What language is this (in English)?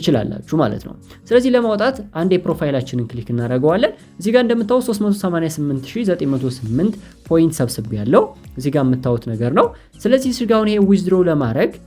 Amharic